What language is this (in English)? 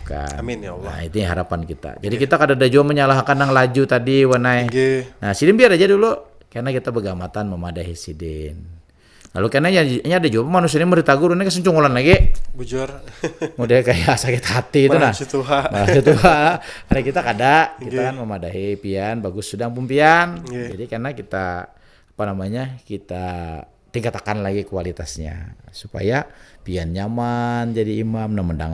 Banjar